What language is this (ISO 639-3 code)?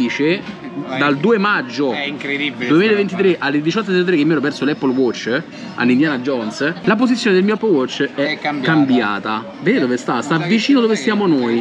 ita